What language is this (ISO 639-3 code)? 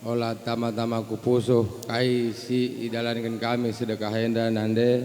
btx